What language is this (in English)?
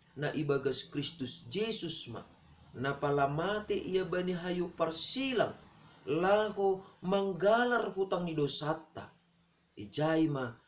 Batak Simalungun